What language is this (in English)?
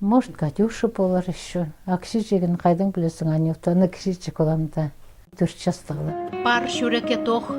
Khakas